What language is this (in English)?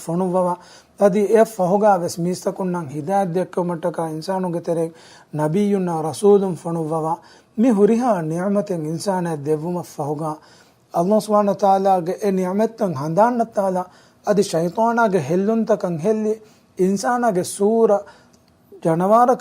Divehi